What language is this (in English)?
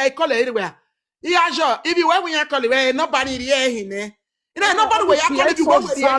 Nigerian Pidgin